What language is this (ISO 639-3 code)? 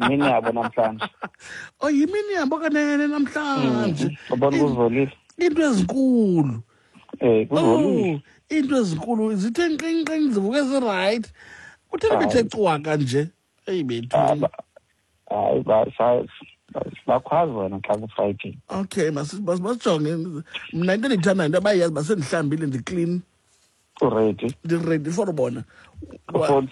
xho